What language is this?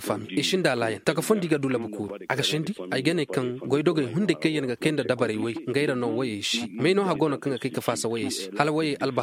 Koyraboro Senni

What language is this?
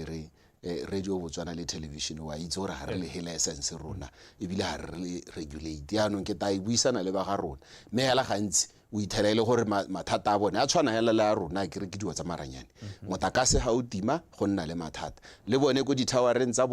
Tswana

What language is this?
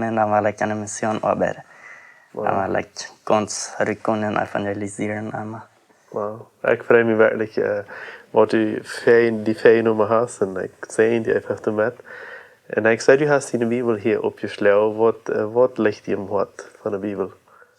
Plautdietsch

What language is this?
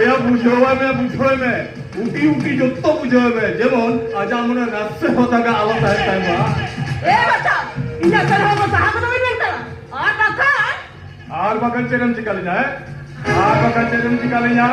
Santali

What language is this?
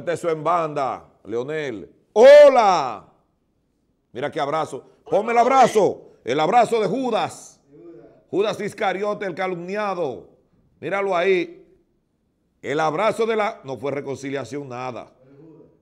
Spanish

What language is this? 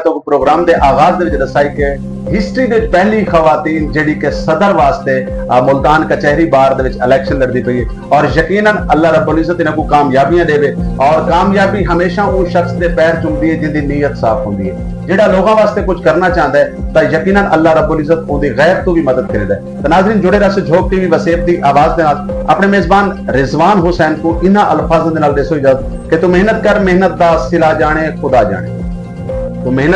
Saraiki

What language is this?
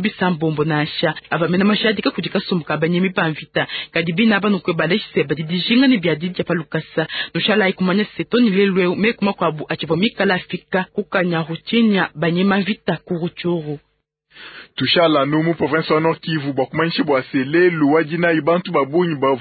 Luba-Lulua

